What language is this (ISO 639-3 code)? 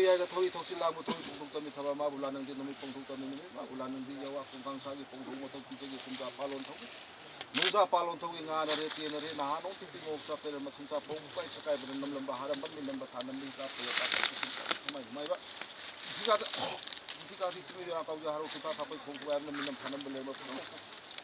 mni